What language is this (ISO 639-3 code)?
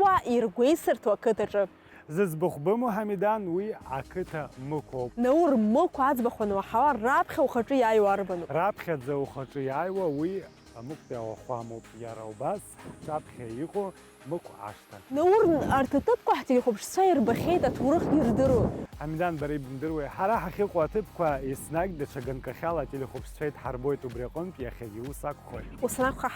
abk